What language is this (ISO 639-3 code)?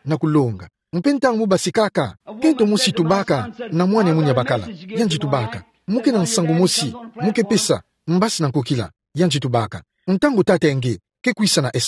ktu